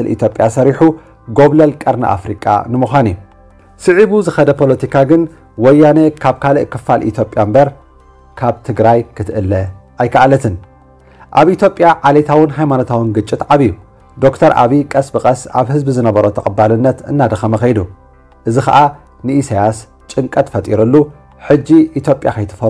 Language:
Tigrinya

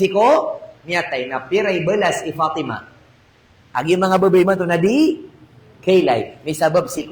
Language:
Maranao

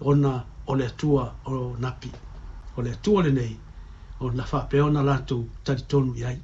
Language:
Samoan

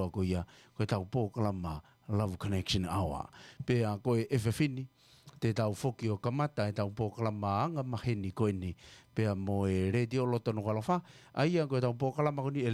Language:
Tongan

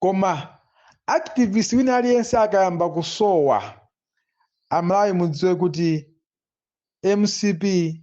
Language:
Nyanja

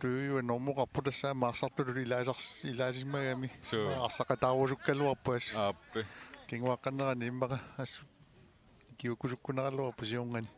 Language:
Kalaallisut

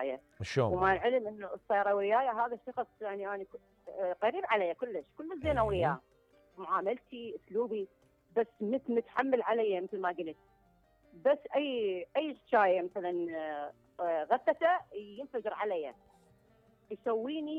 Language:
Mesopotamian Arabic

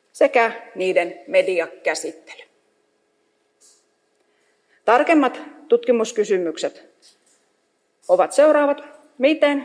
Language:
Finnish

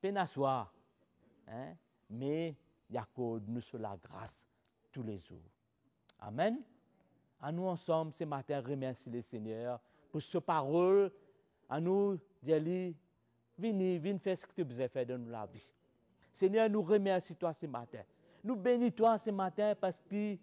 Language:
Morisyen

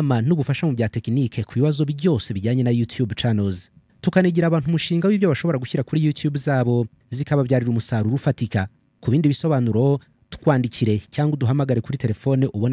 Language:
Kinyarwanda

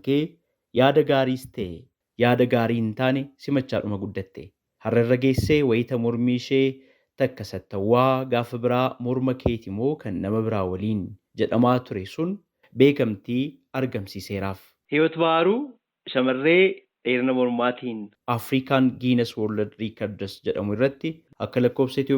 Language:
Oromo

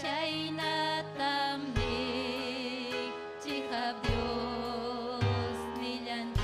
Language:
Ayacucho Quechua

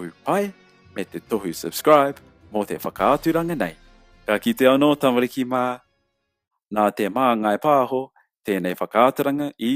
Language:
Māori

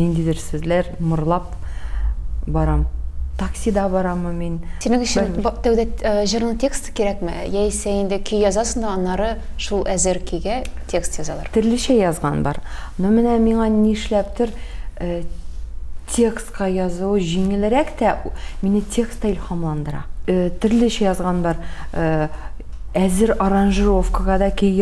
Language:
Tatar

